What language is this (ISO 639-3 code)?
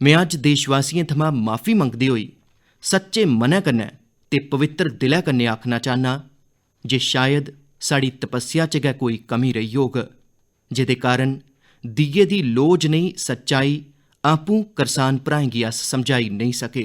doi